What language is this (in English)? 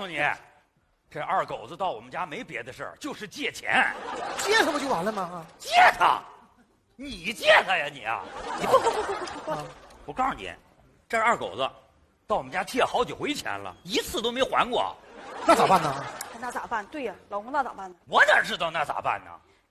Chinese